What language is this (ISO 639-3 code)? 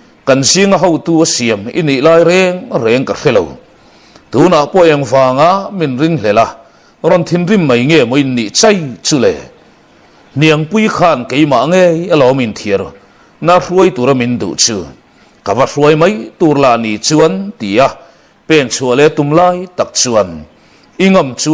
lus